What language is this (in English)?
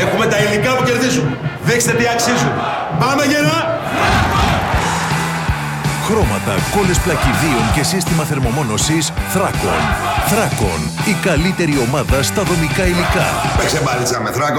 Greek